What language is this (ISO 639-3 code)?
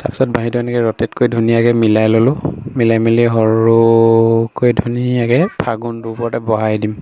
asm